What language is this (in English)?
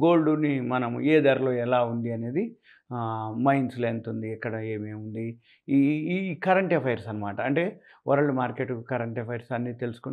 Telugu